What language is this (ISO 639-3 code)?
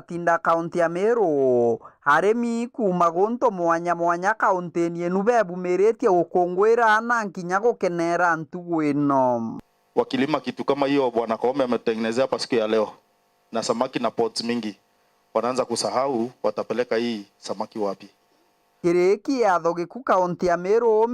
mer